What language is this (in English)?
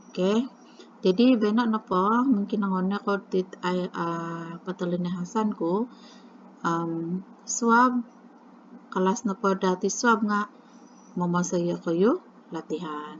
Central Dusun